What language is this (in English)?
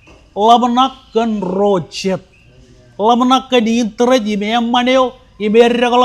Marshallese